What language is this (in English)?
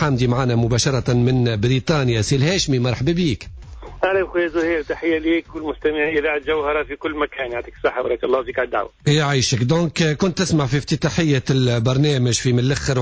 Tunisian Arabic